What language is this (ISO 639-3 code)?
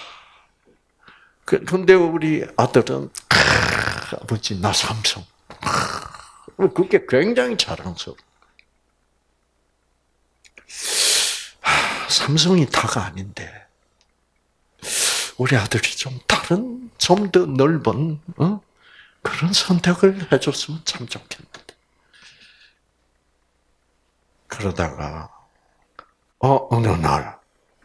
kor